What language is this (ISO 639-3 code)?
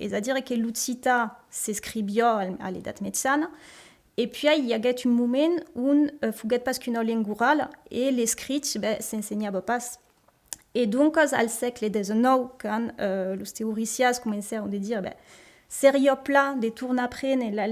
oci